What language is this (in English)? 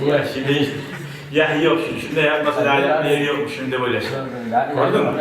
Kumyk